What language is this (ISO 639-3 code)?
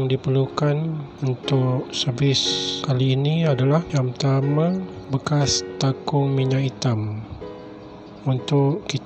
msa